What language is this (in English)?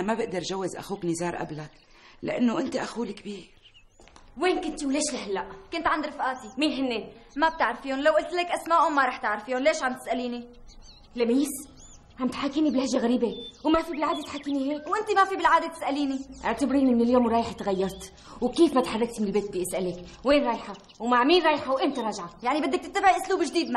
North Levantine Arabic